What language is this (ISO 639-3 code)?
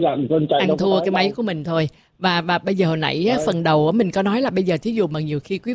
vie